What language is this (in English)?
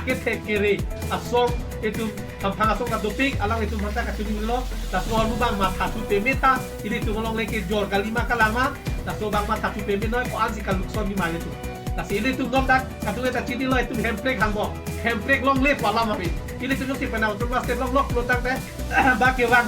Karbi